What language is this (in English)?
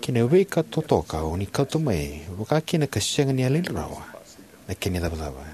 Fijian